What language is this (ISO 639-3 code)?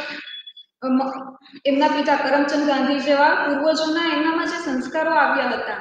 guj